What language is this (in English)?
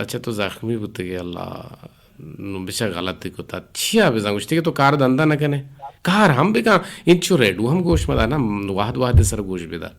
Eastern Balochi